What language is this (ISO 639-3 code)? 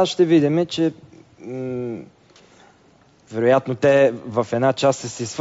bul